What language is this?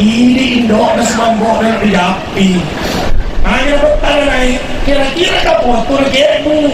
Buginese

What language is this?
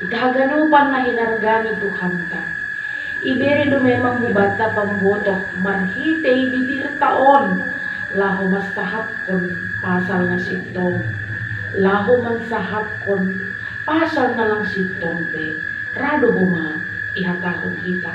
Batak Simalungun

